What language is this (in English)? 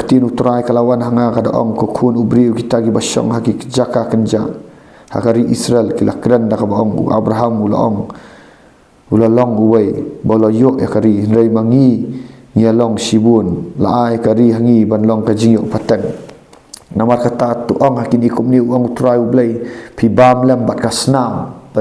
Khasi